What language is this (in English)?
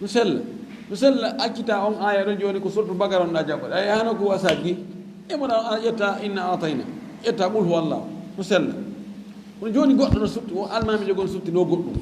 Fula